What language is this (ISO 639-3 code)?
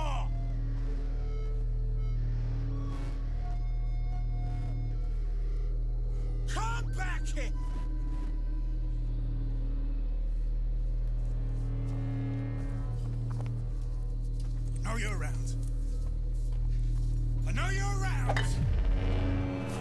eng